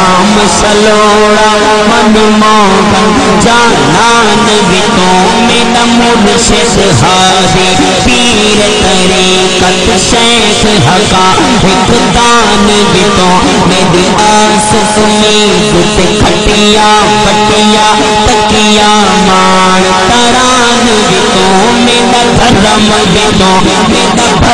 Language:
Saraiki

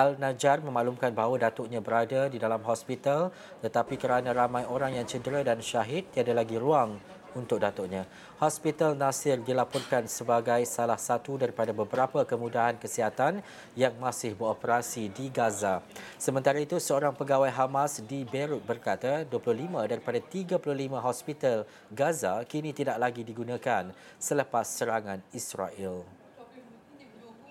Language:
Malay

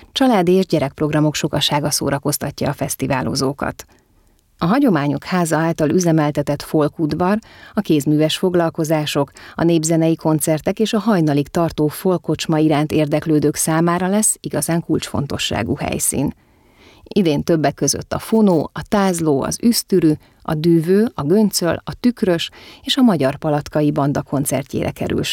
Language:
Hungarian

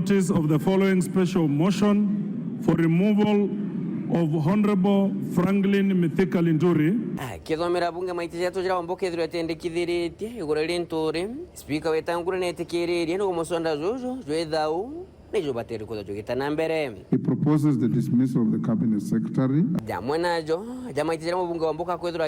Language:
Meru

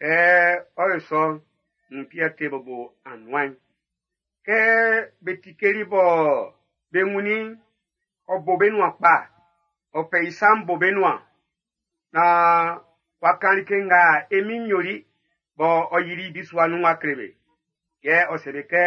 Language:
Baoulé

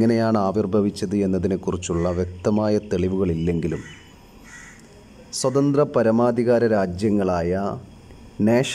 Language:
Malayalam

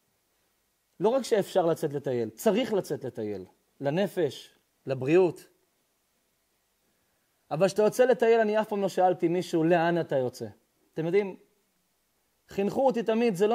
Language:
Hebrew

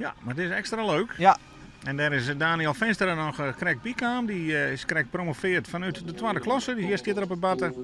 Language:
Western Frisian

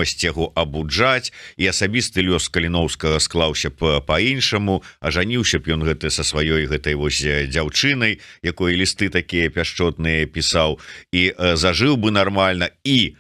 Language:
Belarusian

